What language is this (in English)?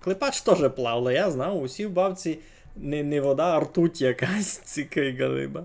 Rusyn